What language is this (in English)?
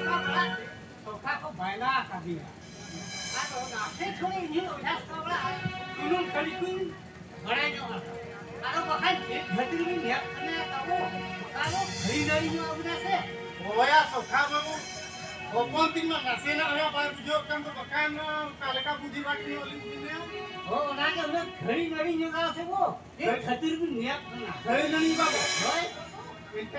Santali